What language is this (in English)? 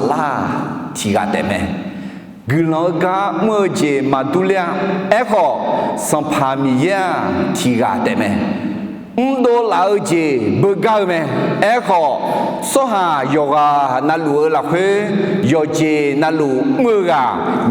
Akha